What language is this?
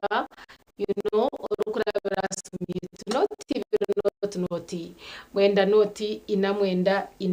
Nyankole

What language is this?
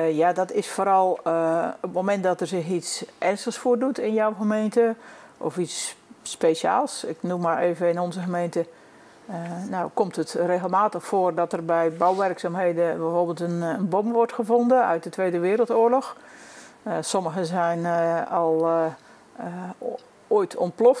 Dutch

